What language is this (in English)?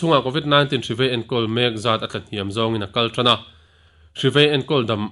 Mizo